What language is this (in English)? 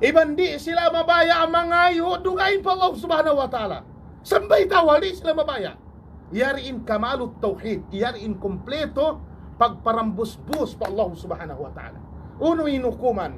Tausug